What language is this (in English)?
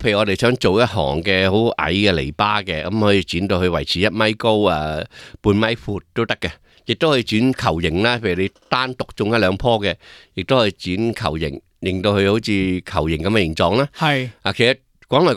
Cantonese